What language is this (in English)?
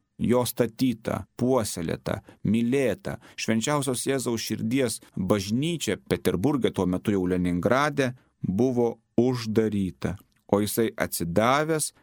Lithuanian